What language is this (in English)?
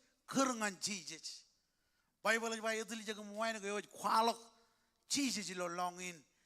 Marshallese